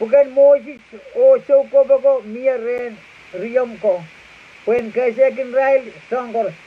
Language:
Pohnpeian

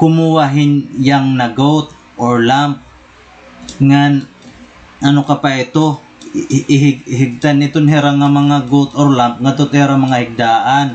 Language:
Waray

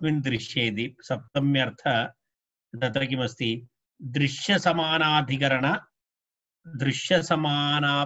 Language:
Sanskrit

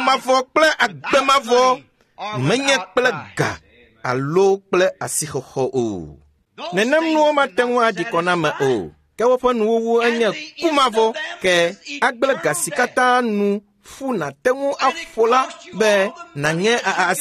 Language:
Ewe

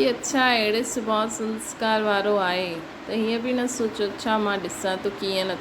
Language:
Sindhi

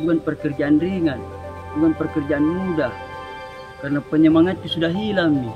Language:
Makassar Malay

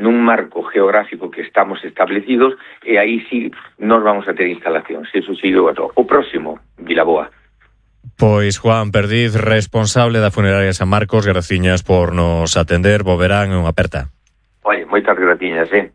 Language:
Galician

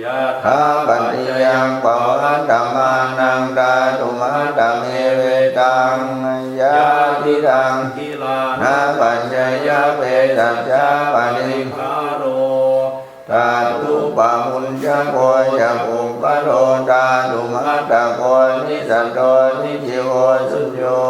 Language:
Pali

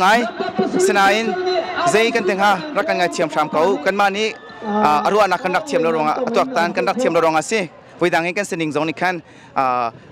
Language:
Hakha Chin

